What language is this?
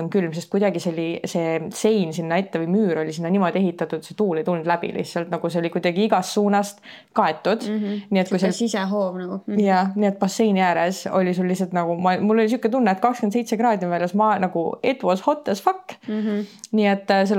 Estonian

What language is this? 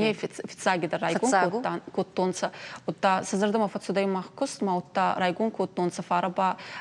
Ossetic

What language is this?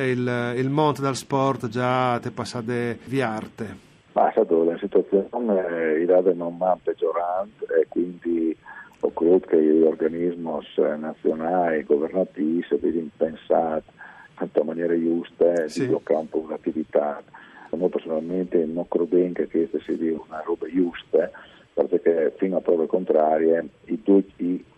Friulian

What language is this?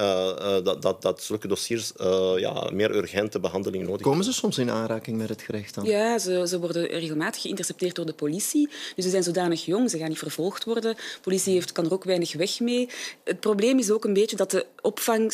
Dutch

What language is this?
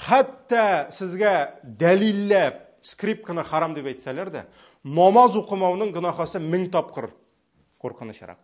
Tatar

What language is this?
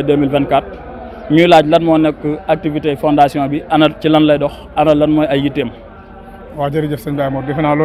Wolof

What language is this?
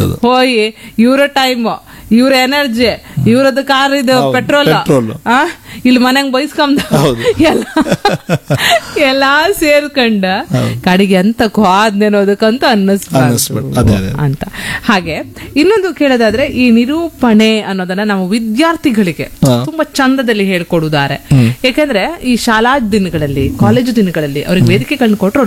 Kannada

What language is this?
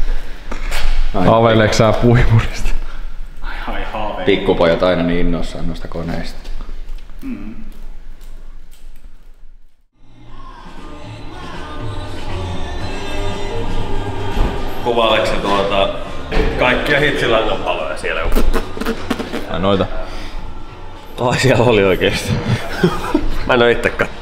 Finnish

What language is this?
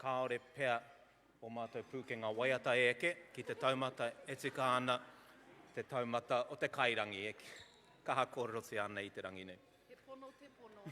Māori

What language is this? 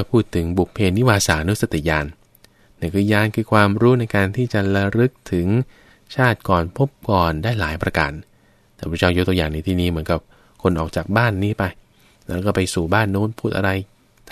Thai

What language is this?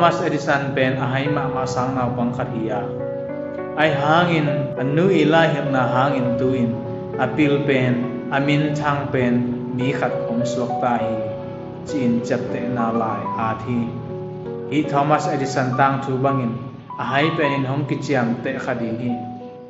Tedim Chin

